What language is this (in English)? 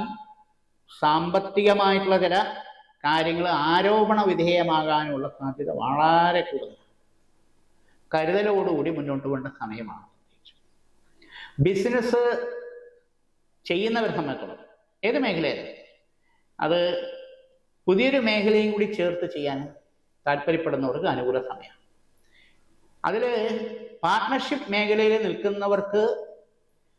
Malayalam